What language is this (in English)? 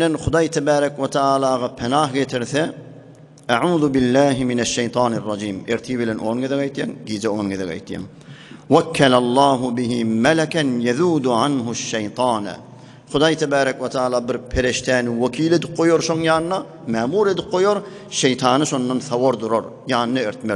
Turkmen